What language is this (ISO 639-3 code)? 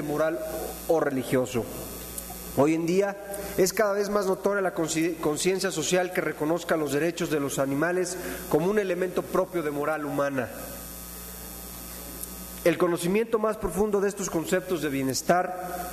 spa